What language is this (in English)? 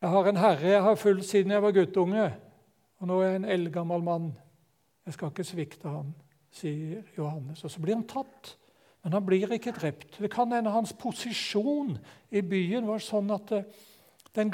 Norwegian